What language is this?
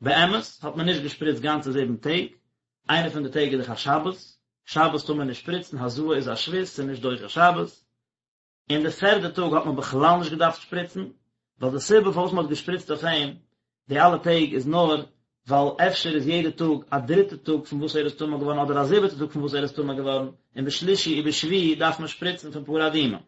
Yiddish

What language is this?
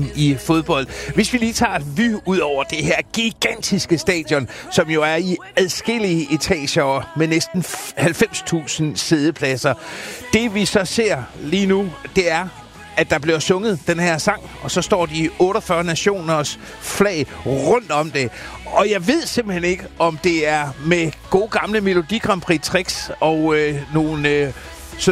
Danish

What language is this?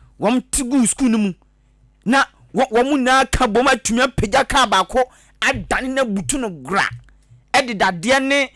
Akan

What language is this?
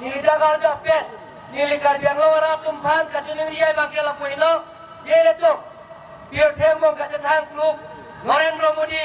Karbi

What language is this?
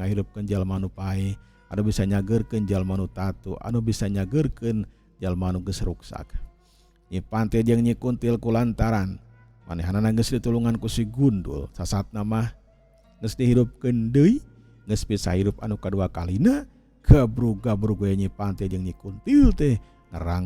Sundanese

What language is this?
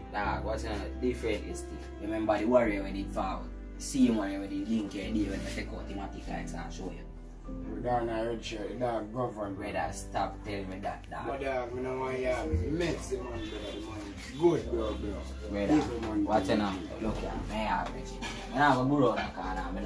Jamaican Creole English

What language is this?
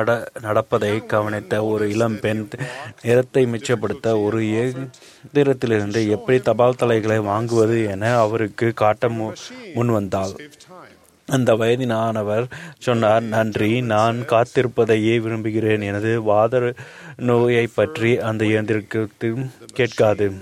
Tamil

